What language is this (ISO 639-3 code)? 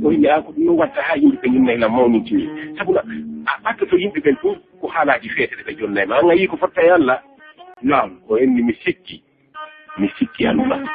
ful